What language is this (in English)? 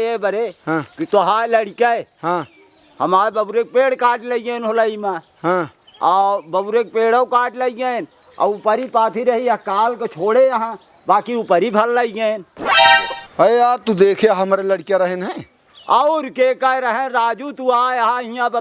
Awadhi